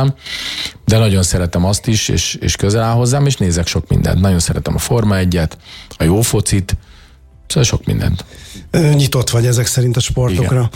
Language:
Hungarian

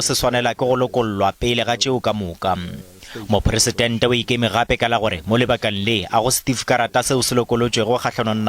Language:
Northern Sotho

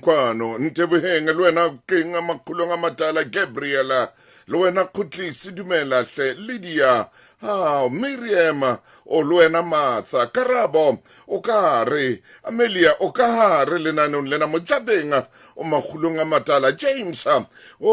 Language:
Southern Sotho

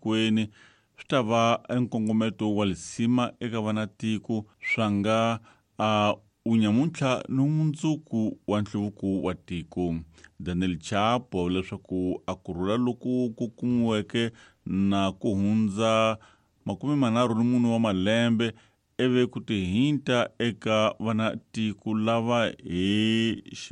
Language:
Tsonga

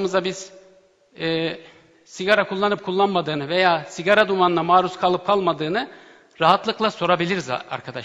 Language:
Turkish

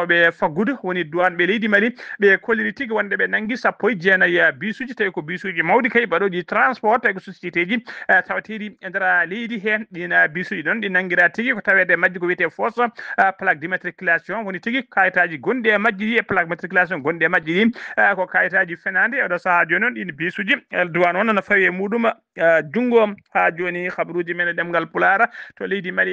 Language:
Fula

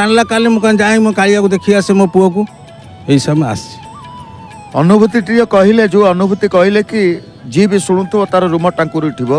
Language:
Odia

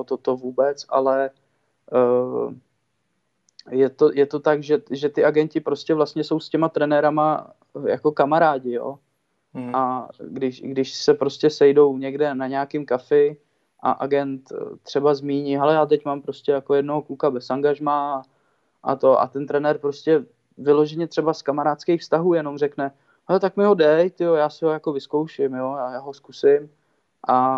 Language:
Czech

